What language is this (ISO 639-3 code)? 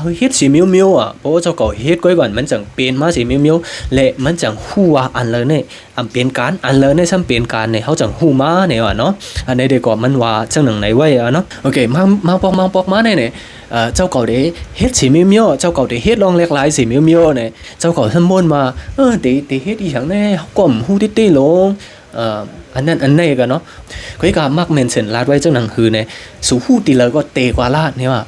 shn